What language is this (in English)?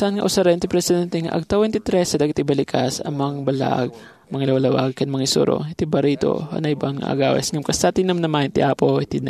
Iloko